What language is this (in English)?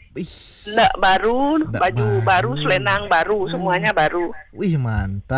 Balinese